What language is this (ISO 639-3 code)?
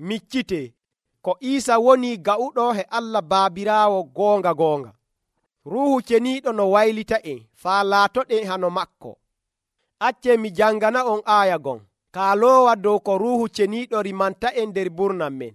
fuv